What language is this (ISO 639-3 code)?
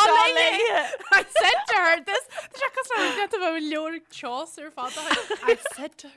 gle